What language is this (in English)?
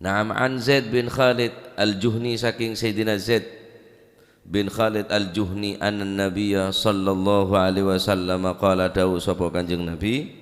Madurese